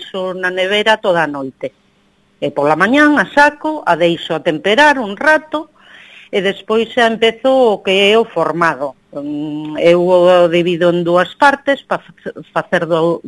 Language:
Galician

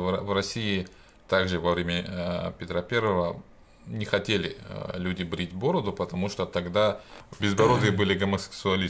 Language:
Russian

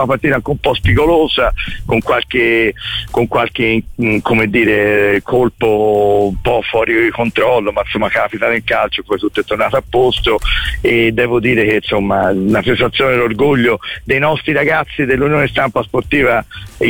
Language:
Italian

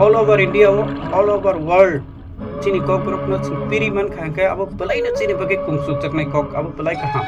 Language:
Kok Borok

